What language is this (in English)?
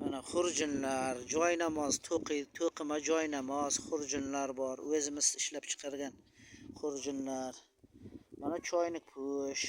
Uzbek